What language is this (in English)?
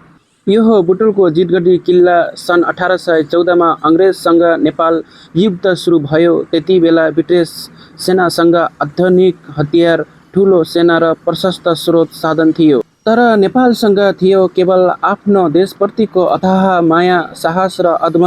Nepali